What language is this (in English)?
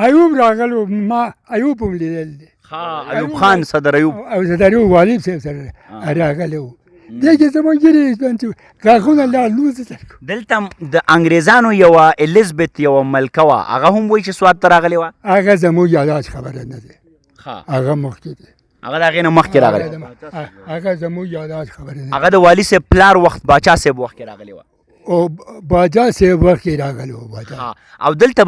Pashto